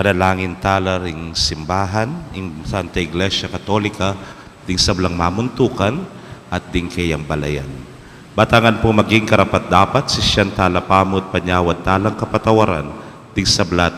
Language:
Pampanga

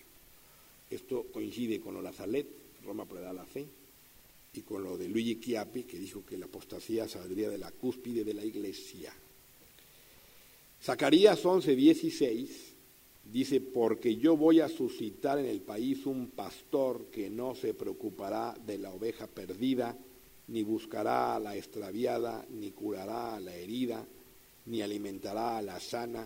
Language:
Spanish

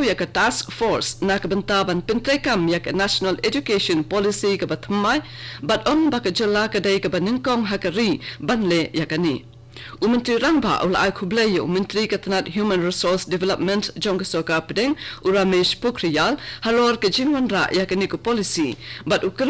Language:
Khasi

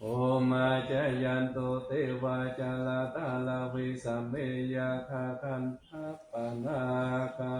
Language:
Pali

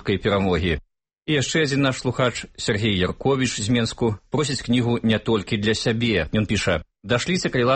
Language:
Belarusian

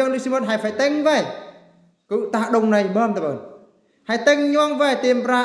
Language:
Eastern Bru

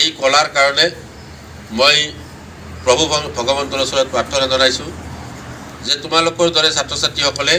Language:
Assamese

